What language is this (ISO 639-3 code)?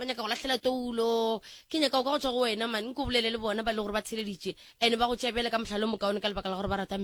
nso